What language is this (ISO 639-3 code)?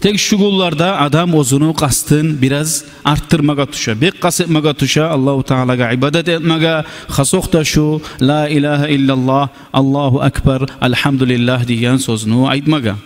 kum